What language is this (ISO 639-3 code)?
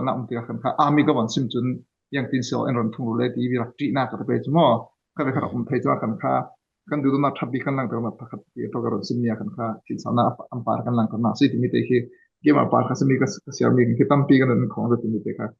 cfm